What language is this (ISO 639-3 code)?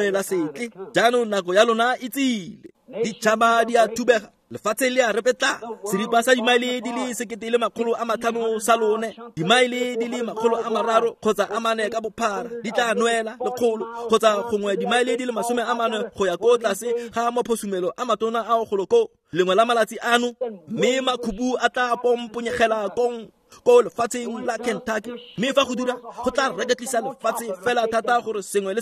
tsn